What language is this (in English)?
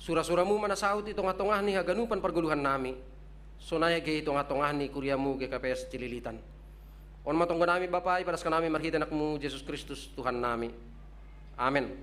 Batak Simalungun